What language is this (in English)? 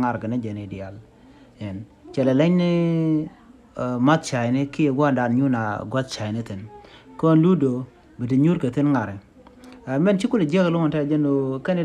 Nuer